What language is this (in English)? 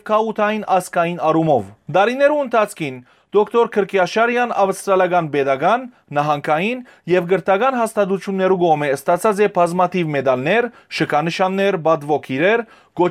Western Armenian